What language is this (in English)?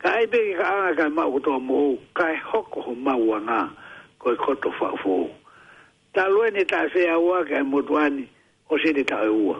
Tongan